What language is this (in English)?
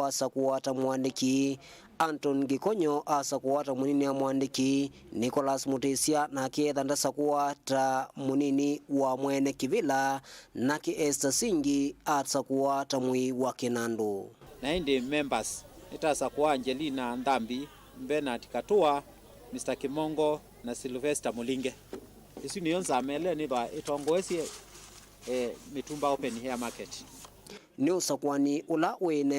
Kamba